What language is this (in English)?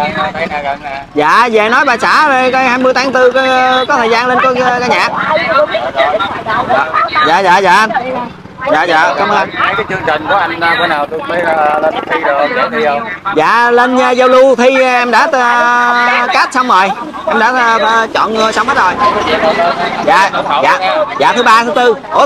Vietnamese